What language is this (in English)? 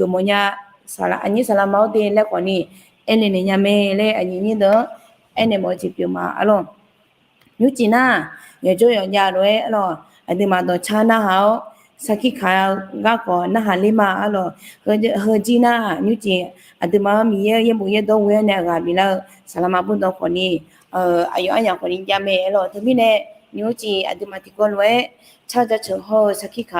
Akha